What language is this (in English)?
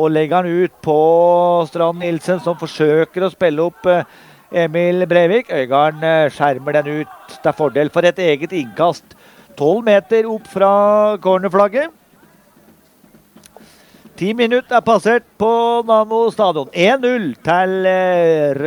Norwegian